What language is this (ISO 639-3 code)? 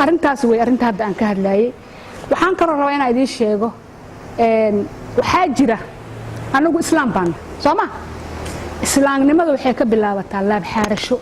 som